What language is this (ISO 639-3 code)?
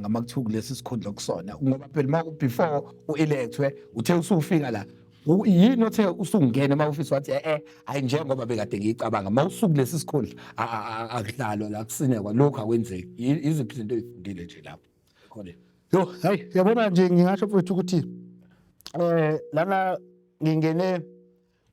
zul